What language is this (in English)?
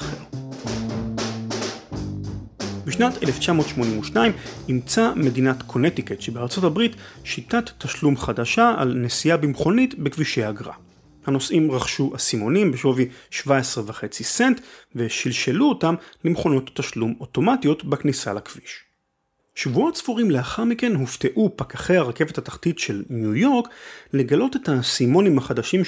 Hebrew